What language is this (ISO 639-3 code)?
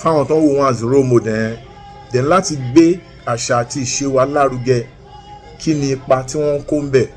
yor